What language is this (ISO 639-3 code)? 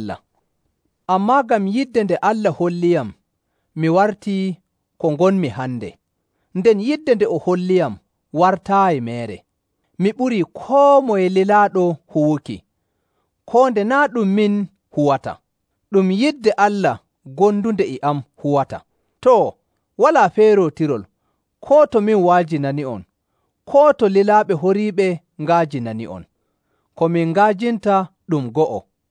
fuv